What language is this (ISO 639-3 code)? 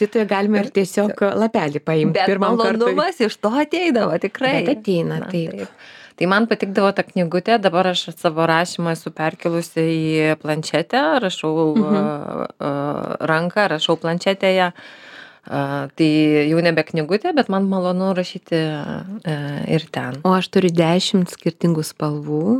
lit